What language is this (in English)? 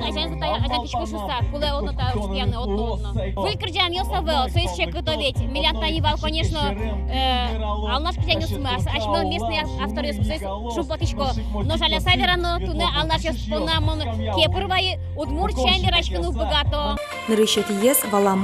Udmurt